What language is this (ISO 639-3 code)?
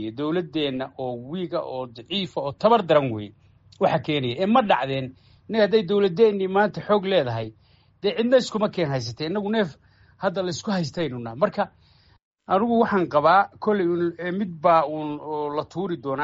som